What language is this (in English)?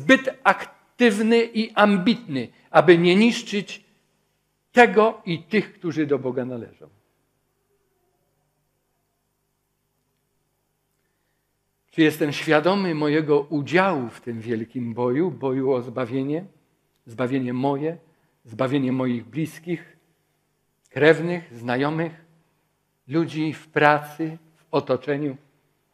Polish